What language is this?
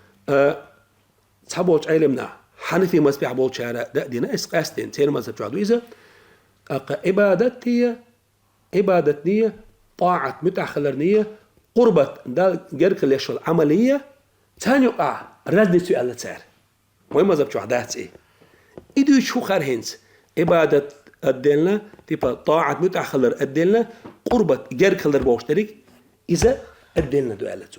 Chechen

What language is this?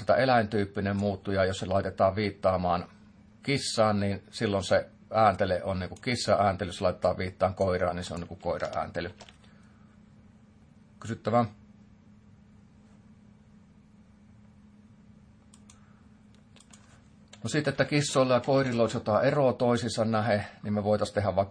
Finnish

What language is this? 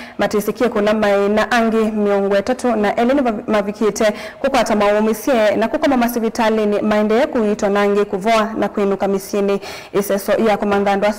Kamba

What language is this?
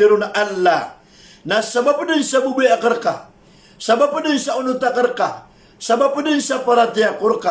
Maranao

